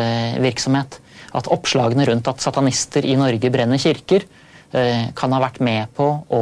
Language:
Norwegian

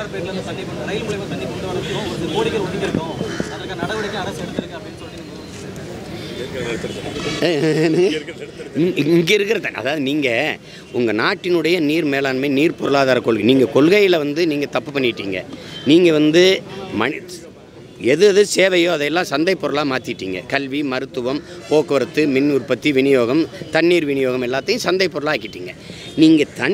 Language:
Tamil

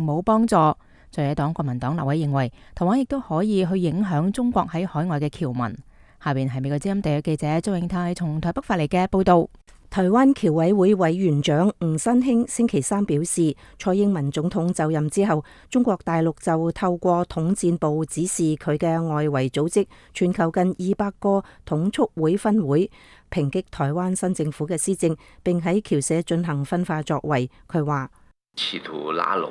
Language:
Cantonese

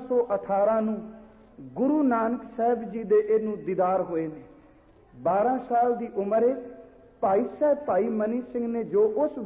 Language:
Punjabi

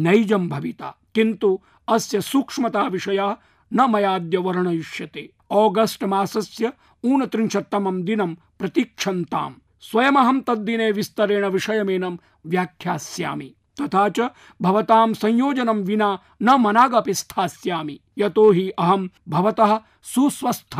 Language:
Sanskrit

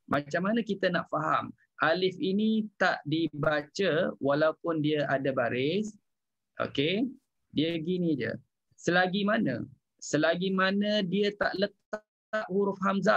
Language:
Malay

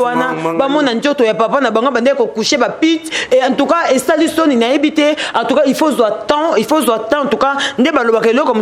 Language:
Lingala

